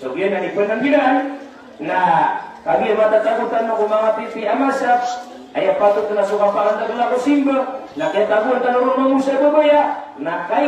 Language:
Maranao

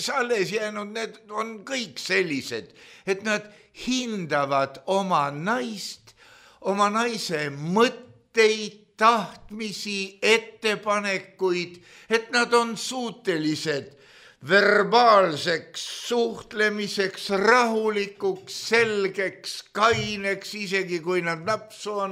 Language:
Estonian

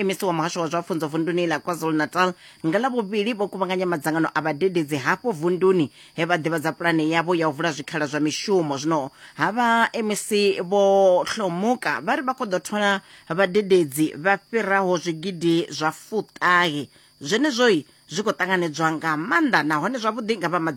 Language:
Venda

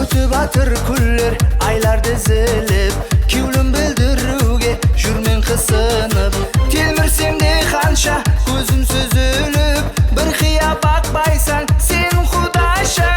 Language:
Kara-Kalpak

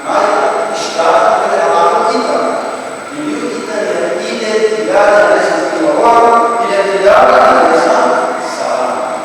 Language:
Tetum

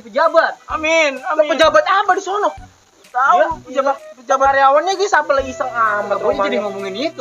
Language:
Betawi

